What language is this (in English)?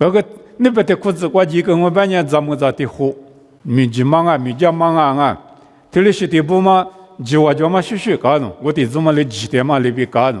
Lisu